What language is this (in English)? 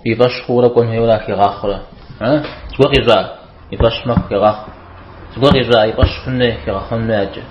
Kabardian